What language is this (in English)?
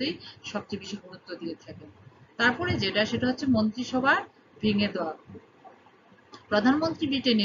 Bangla